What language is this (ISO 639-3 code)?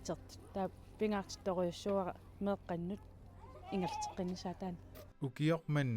kal